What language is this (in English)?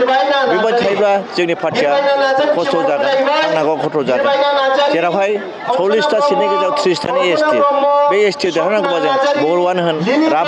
Bodo